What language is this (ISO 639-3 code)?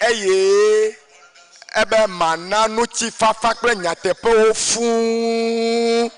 ewe